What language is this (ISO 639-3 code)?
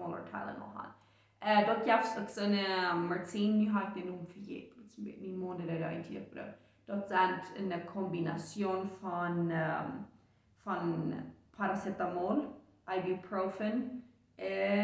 pdt